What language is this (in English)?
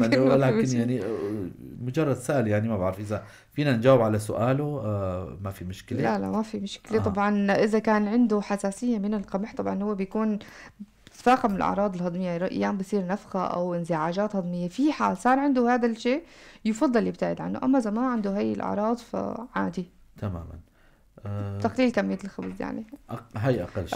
North Levantine Arabic